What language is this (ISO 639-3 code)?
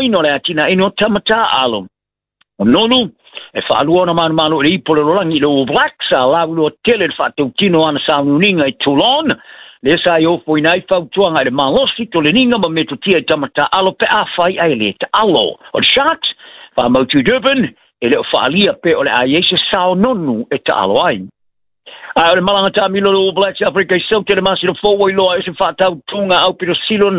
smo